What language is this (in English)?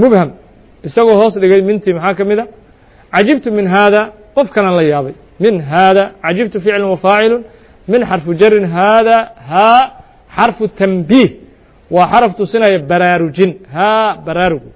Somali